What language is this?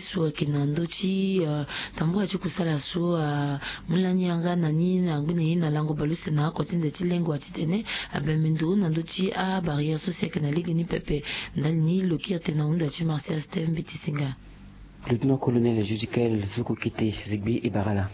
Sango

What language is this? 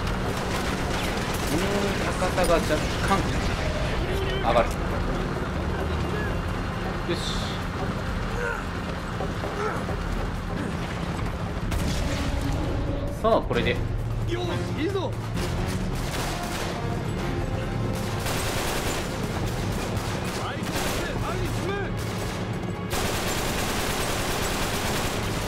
Japanese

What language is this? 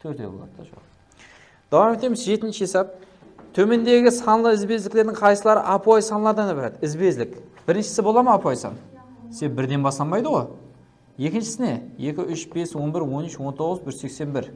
Kara-Kalpak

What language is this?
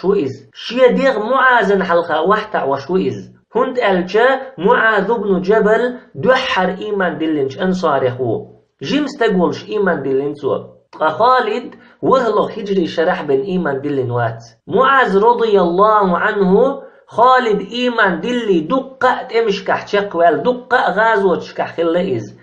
Chechen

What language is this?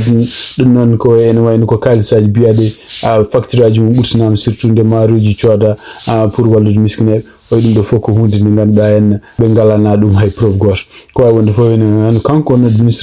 Fula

